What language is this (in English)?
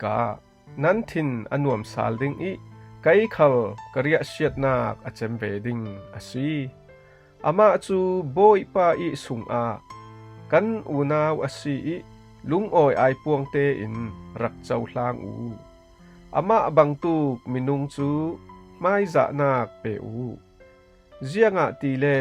Falam Chin